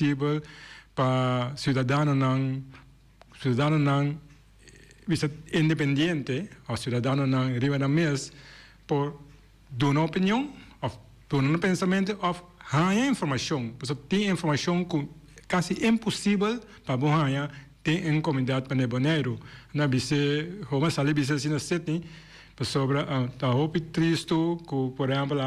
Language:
Papiamento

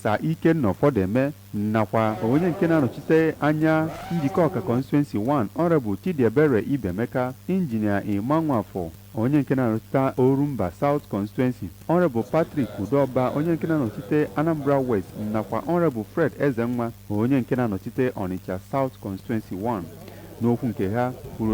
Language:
Igbo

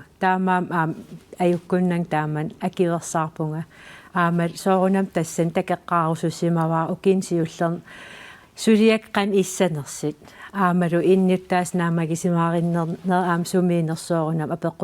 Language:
Kalaallisut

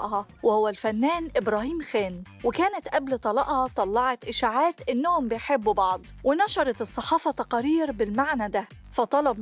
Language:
Egyptian Arabic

